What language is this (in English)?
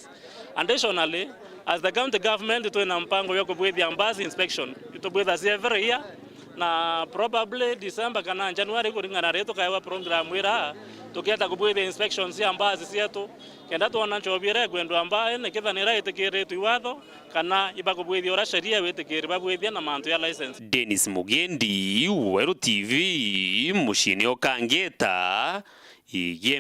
Meru